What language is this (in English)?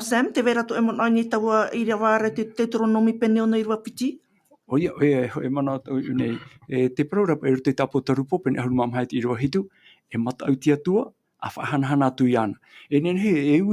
Tahitian